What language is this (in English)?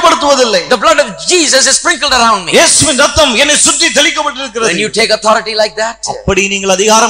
Tamil